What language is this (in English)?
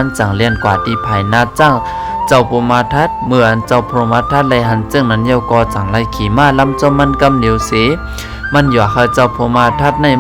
Shan